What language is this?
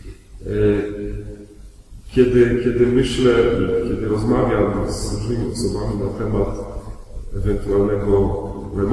Polish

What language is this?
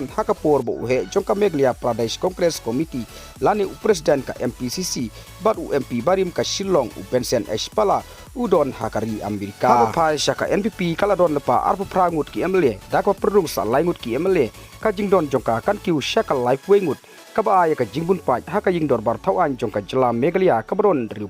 Khasi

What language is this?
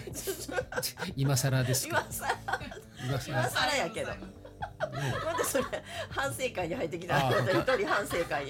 Japanese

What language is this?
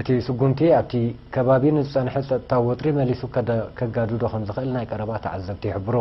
Tigrinya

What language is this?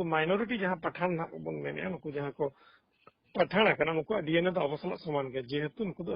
Santali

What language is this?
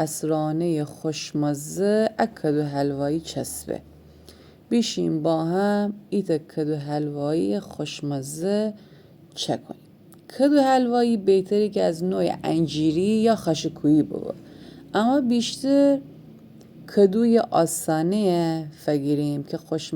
Gilaki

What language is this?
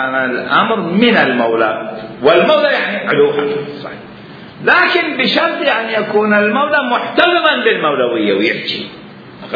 Mesopotamian Arabic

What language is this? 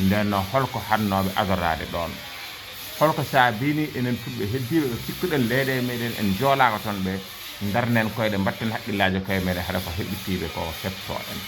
Fula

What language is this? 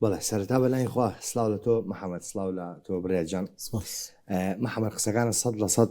Central Kurdish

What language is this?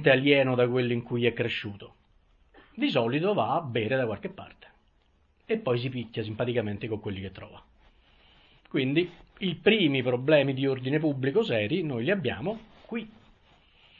Italian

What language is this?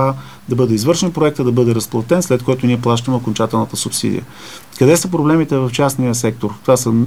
Bulgarian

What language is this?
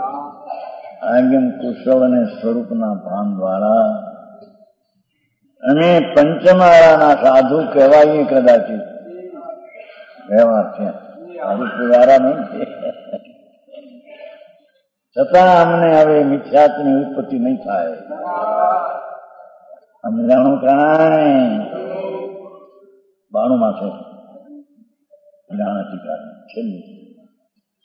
Gujarati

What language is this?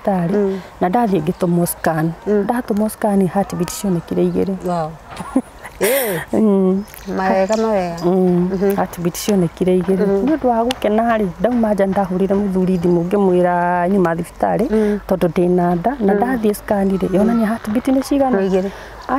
Kikuyu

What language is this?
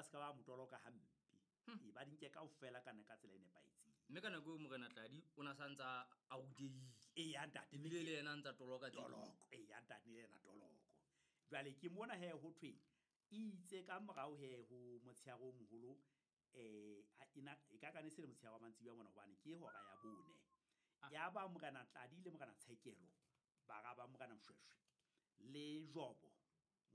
Southern Sotho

